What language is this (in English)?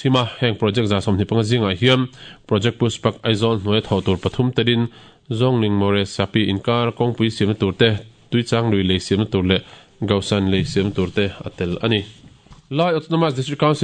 Mizo